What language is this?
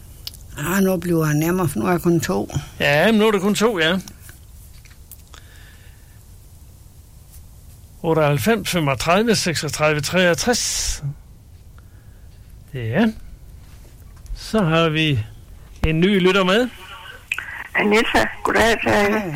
Danish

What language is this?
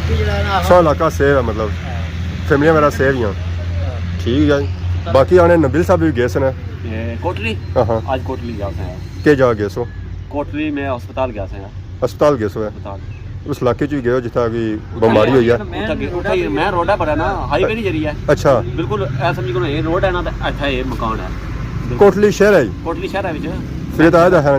Pahari-Potwari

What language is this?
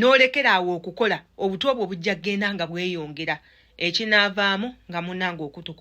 Ganda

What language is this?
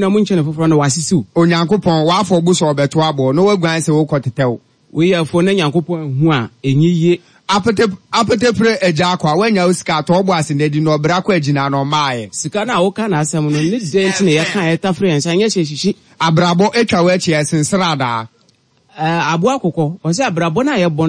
Akan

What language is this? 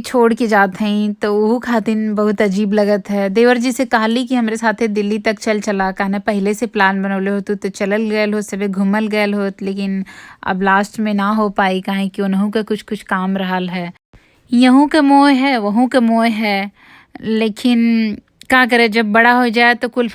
Bhojpuri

